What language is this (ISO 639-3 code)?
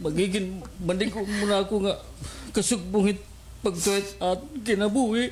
war